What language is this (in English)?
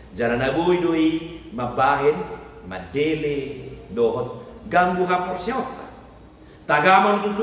Batak Toba